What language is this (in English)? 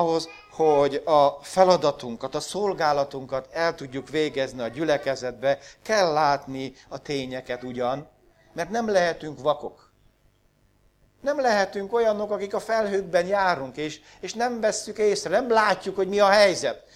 Hungarian